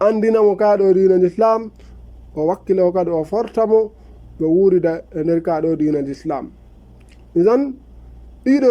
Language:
Fula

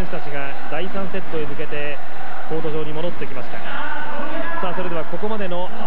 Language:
Japanese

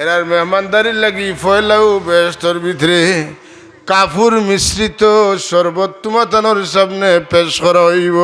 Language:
Sylheti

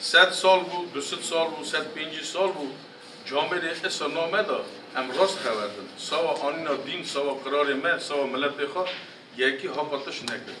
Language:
Kurdish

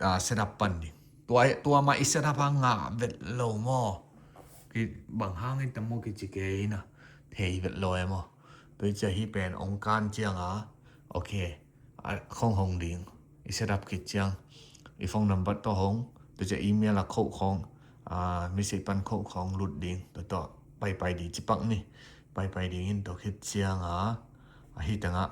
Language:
Tedim Chin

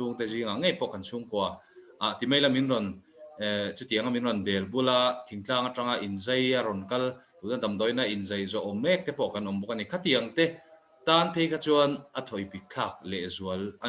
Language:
Mizo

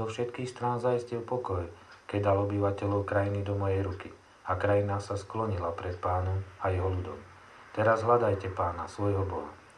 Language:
Slovak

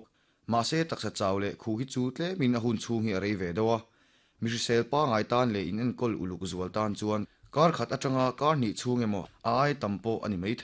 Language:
Mizo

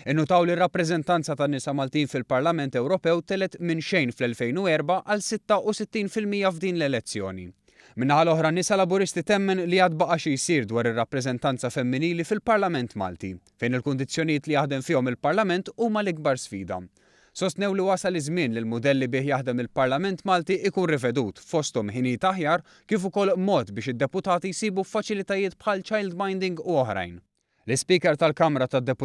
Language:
Maltese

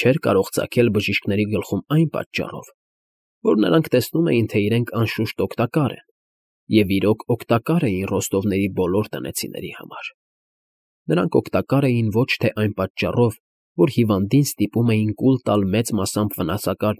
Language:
Armenian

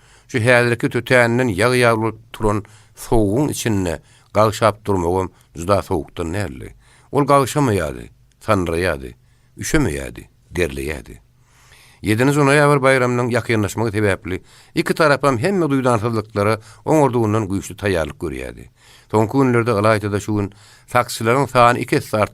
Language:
Turkmen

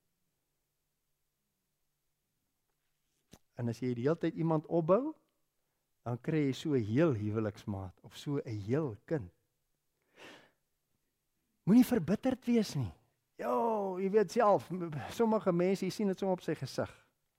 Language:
Afrikaans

